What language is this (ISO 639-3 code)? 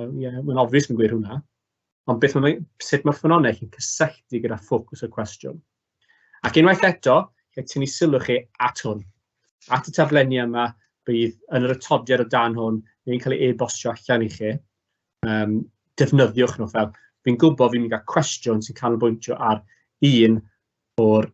cym